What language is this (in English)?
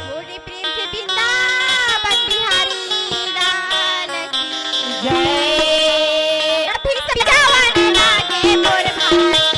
Chhattisgarhi